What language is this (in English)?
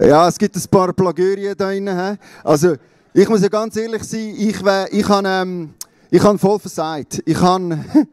Swiss German